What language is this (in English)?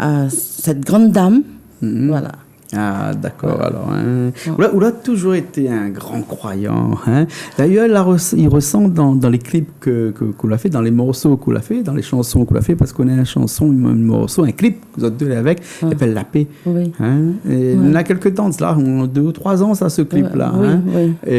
Réunion Creole French